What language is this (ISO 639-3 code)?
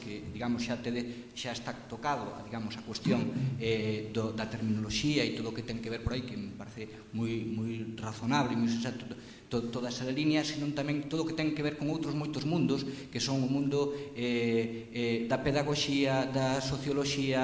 glg